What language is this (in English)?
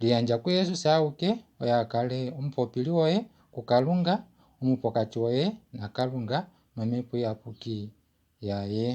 Kuanyama